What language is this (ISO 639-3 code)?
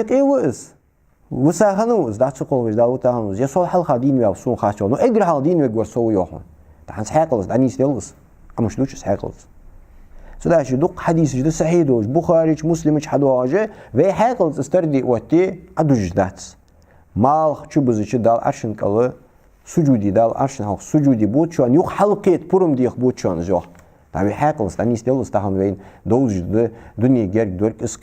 inh